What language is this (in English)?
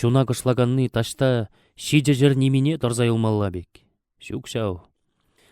Chuvash